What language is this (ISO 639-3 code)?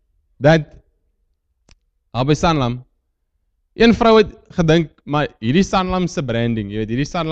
afr